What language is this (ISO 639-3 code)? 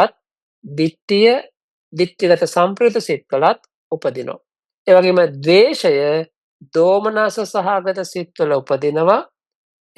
sin